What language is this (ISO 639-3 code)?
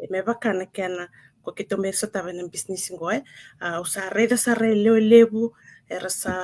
fij